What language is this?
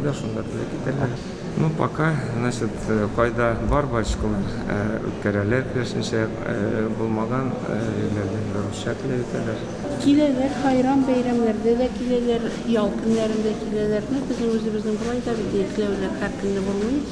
Tatar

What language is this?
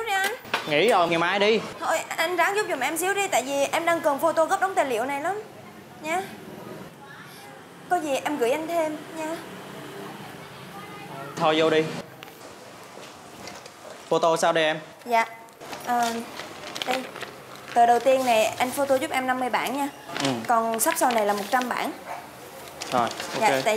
Vietnamese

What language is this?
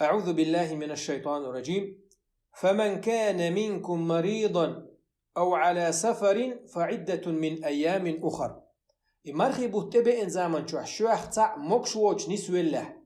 Chechen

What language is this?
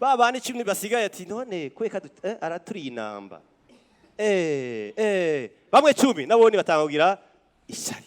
Rundi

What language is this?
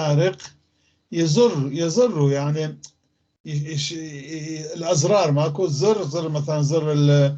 North Levantine Arabic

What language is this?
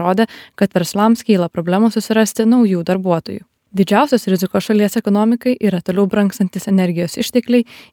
Lithuanian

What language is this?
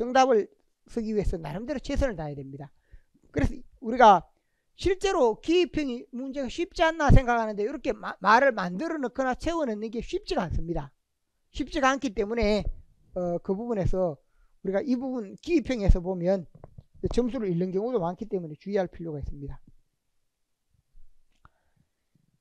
Korean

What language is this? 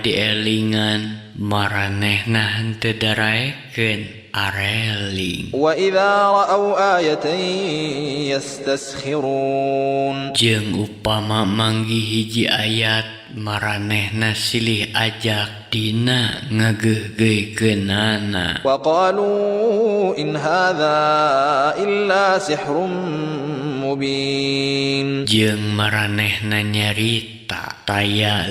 Sundanese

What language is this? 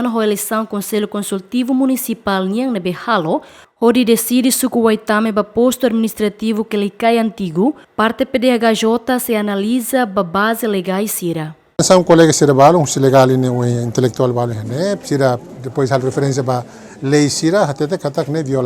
Tetum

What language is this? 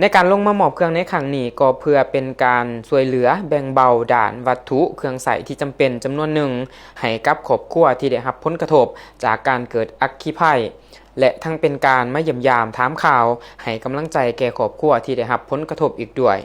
Lao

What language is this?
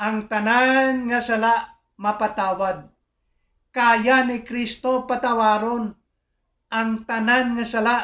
Hiligaynon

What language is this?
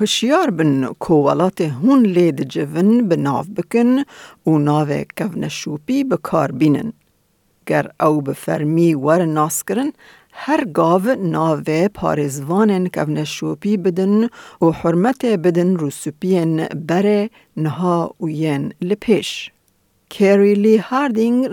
Kurdish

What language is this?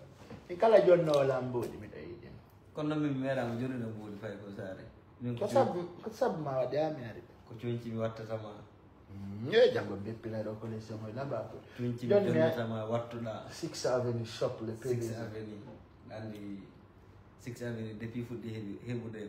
Fula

